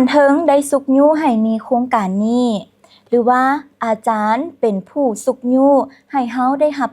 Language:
Lao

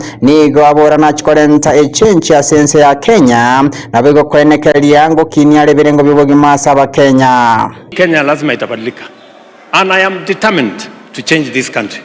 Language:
Gusii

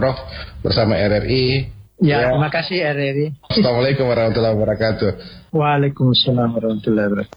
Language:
Indonesian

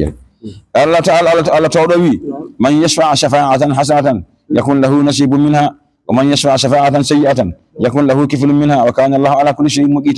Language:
Fula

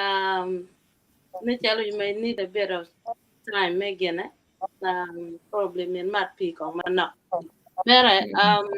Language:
Acoli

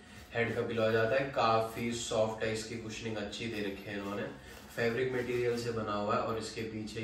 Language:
Hindi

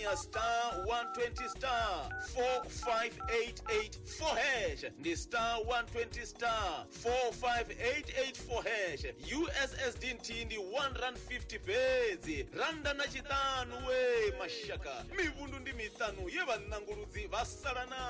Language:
Venda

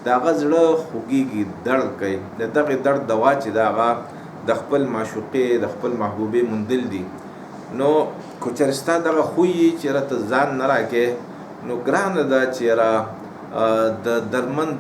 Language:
Pashto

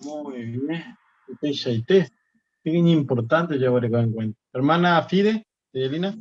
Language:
Guarani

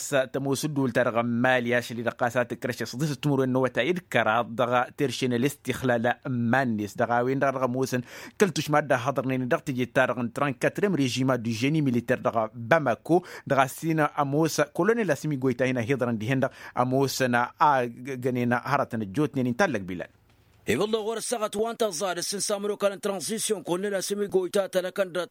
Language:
Tamasheq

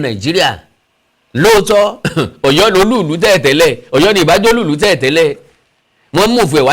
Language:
Yoruba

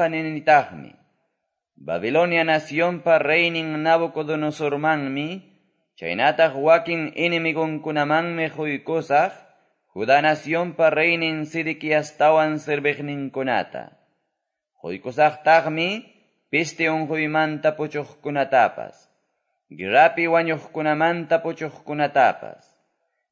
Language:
Quechua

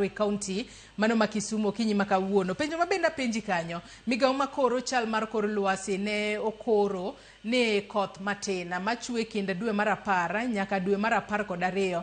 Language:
Luo (Kenya and Tanzania)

